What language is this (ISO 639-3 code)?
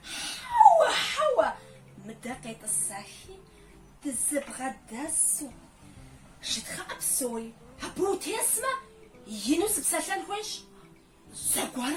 kbd